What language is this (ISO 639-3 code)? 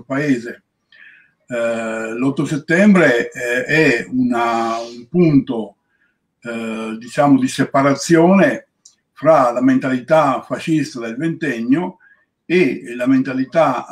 ita